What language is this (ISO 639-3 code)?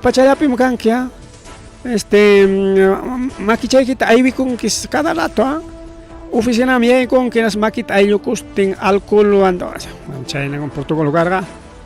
quy